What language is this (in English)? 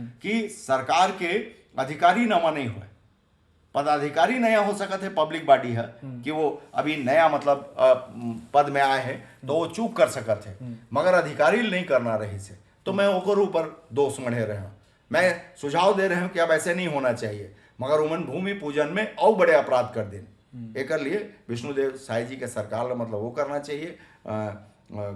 Chhattisgarhi